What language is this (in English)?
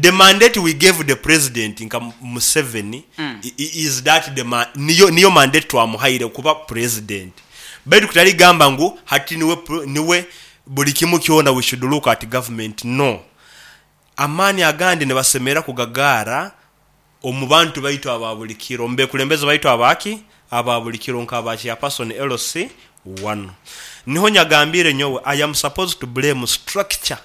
Nyoro